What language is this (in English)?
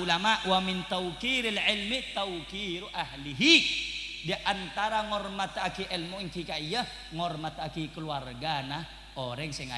Madurese